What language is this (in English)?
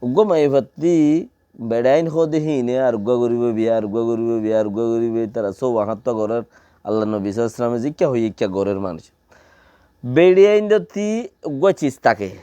Rohingya